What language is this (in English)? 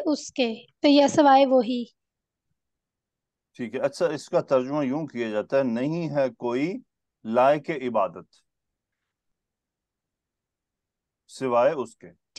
Urdu